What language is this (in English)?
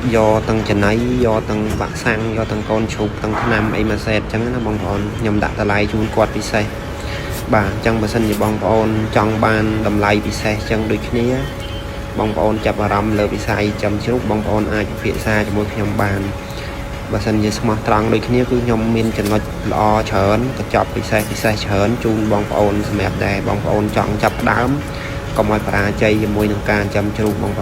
Khmer